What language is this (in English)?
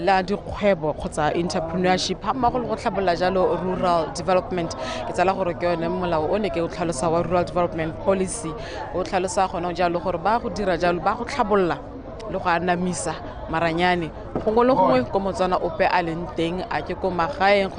Tswana